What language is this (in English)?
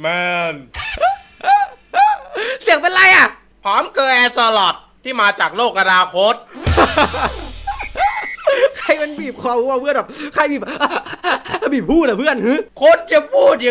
Thai